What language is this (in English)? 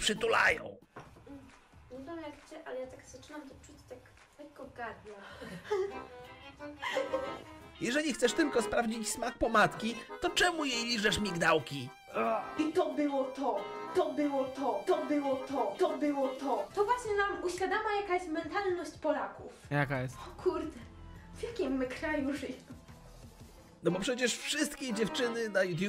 Polish